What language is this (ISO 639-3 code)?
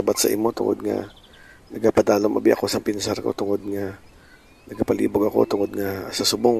hil